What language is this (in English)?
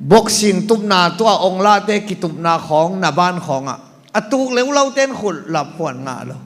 Tedim Chin